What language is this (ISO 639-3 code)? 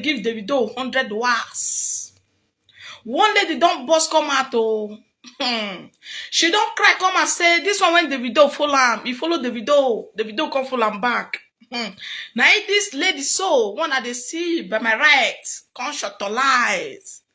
pcm